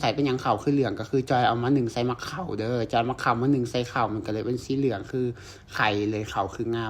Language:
Lao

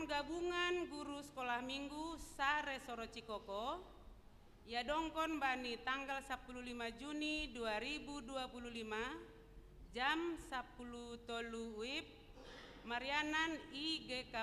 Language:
Batak Simalungun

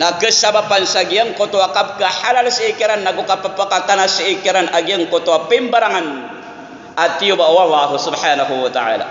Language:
Maranao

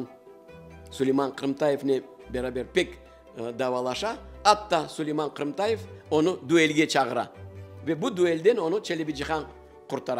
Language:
Crimean Tatar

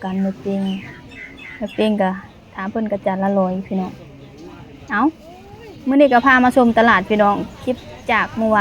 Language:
Lao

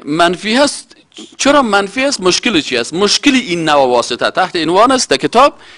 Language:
Persian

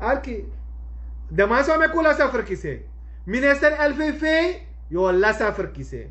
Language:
Sranan Tongo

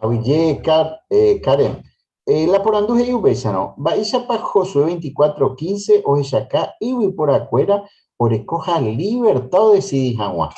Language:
Guarani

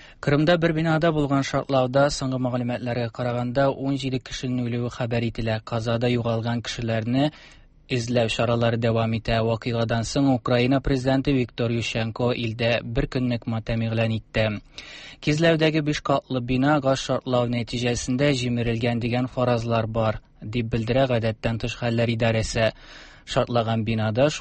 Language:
Tatar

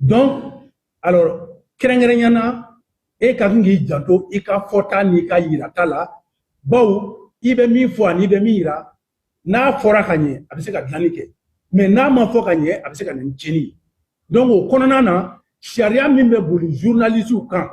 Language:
Bambara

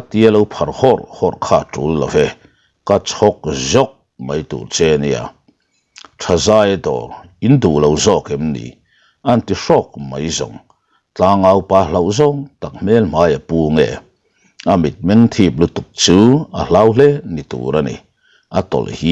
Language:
Mizo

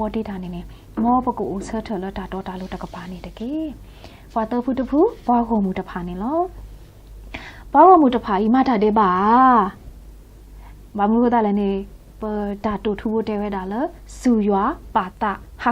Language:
S'gaw Karen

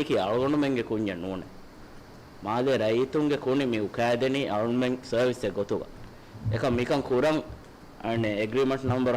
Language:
Divehi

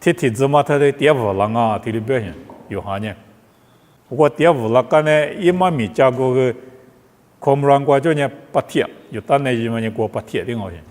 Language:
Lisu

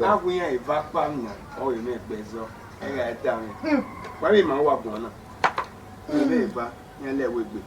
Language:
Bini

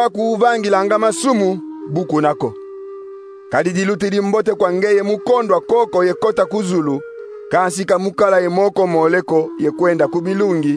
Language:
Kongo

